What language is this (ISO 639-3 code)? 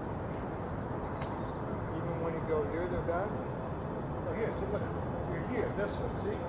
eng